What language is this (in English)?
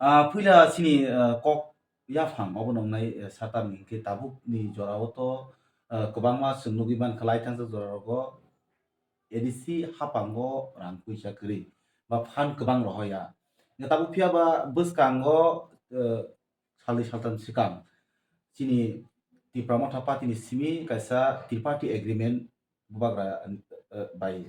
Kok Borok